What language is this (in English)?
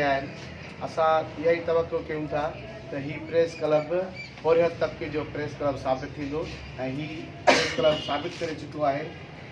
Sindhi